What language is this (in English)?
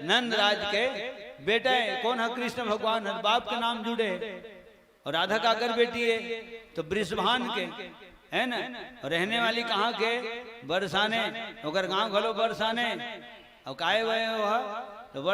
Chhattisgarhi